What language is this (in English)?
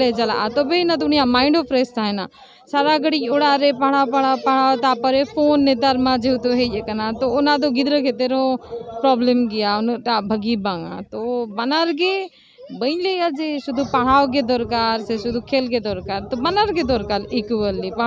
Santali